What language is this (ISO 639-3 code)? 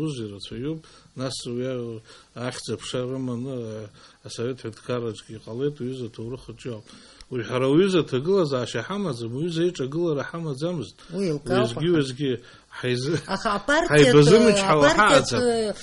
abk